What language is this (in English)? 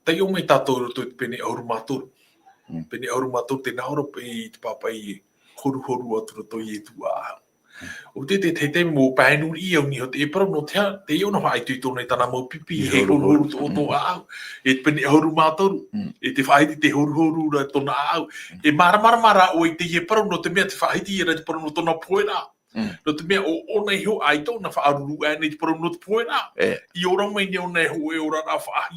Tahitian